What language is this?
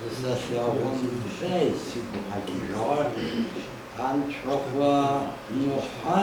Adyghe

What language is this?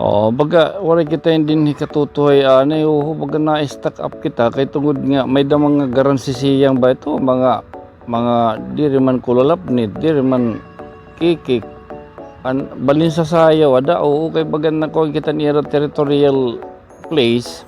Waray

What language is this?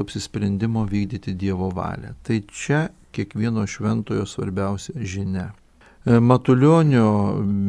Lithuanian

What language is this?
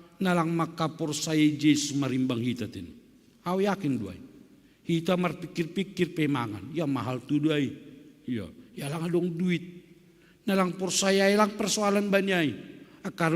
Batak Simalungun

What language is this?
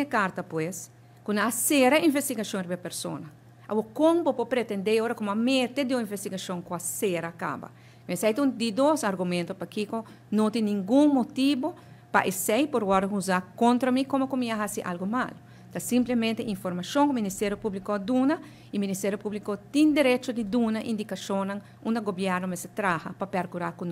Papiamento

